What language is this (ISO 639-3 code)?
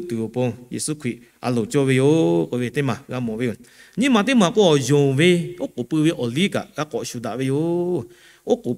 lhu